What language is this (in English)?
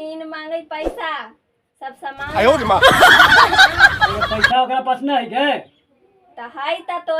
Magahi